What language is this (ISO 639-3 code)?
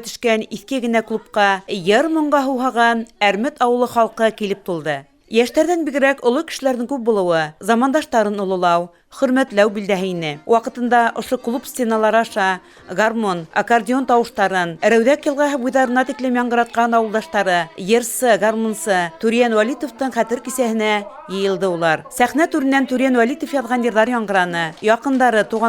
bak